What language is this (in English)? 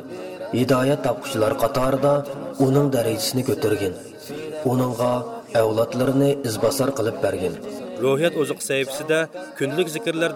Uyghur